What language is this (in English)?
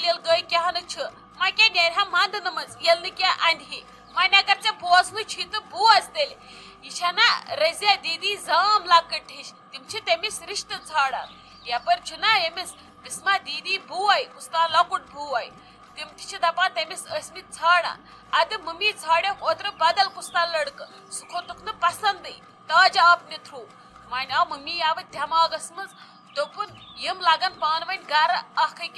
Kashmiri